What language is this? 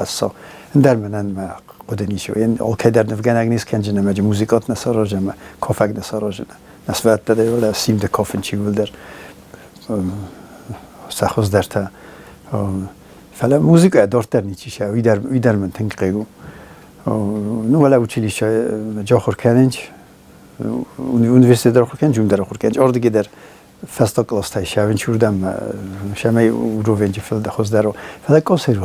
Ossetic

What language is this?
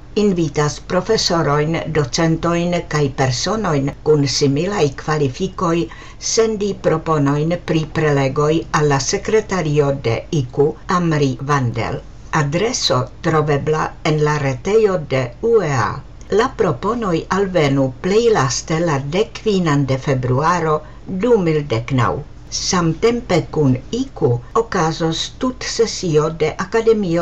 Esperanto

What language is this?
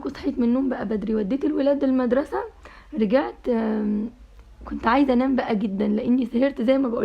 Egyptian Arabic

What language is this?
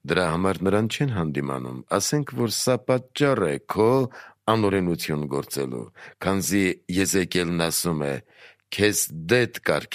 Armenian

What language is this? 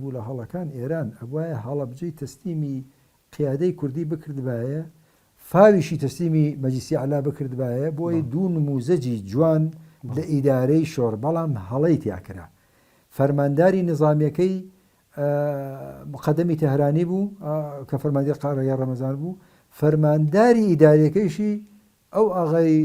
Central Kurdish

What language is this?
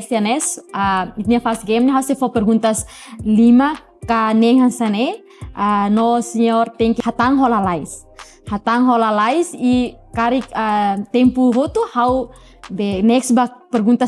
Tetum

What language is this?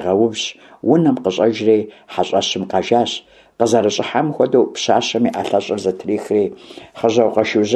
Kabardian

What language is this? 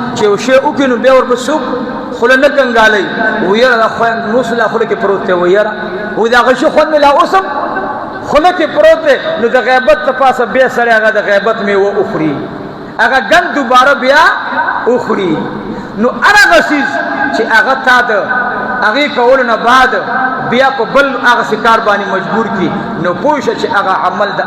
Pashto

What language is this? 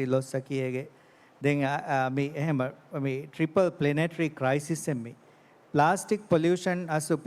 Divehi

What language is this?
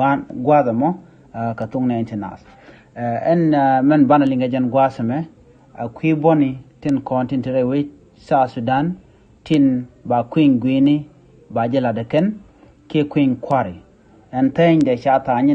Nuer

